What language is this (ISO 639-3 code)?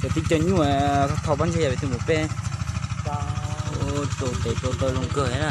hmn